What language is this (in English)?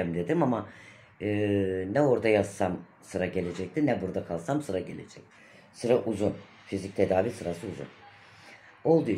Turkish